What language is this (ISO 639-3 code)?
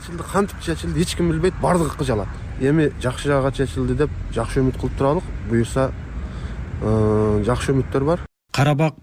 kir